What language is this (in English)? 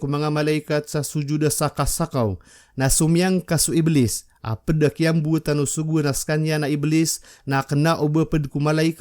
Maranao